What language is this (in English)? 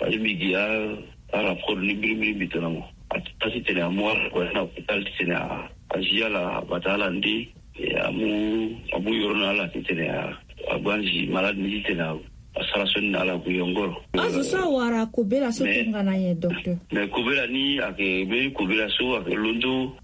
Sango